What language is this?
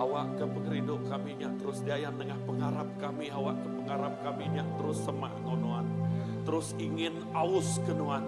Iban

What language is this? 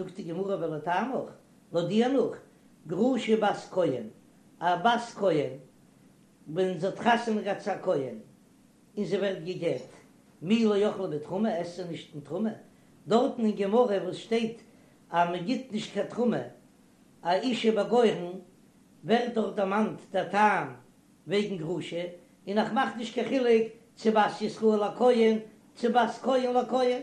Yiddish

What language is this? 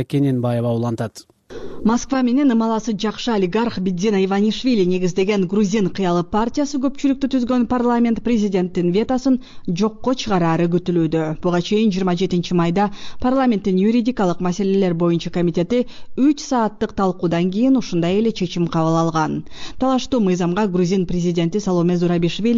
Kyrgyz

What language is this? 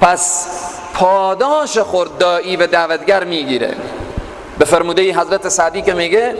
Persian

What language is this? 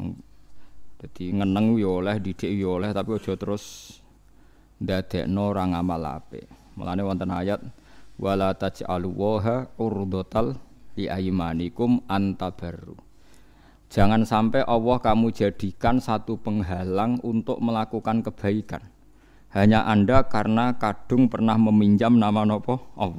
Javanese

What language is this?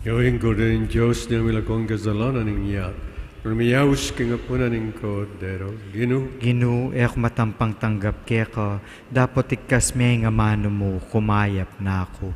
Pampanga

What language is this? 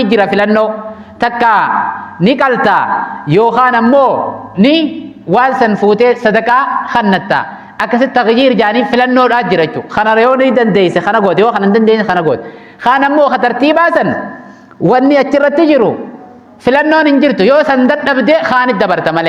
Oromo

